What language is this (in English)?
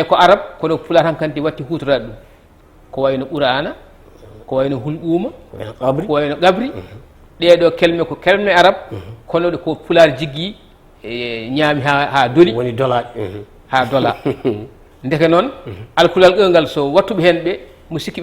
Fula